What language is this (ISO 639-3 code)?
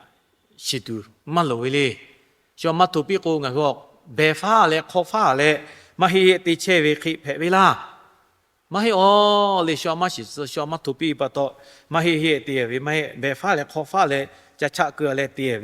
lhu